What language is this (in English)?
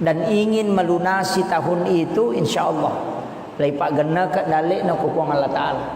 Buginese